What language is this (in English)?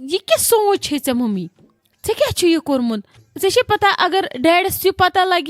Kashmiri